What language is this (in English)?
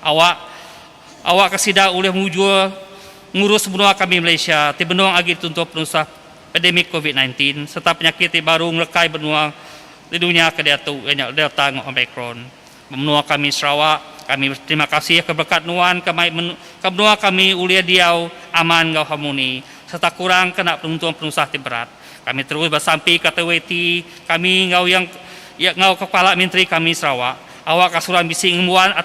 Iban